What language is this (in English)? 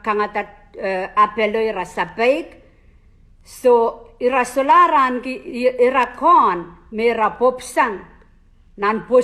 Pohnpeian